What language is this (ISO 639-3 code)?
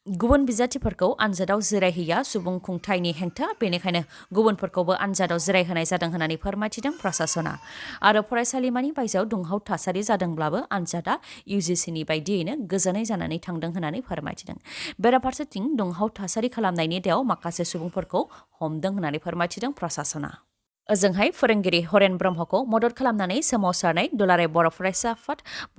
brx